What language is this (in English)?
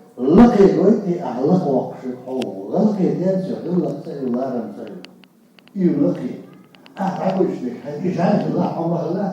Chechen